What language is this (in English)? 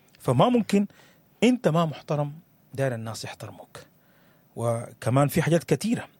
Sudanese Arabic